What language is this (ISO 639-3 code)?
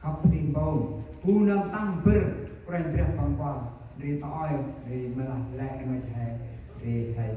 cmo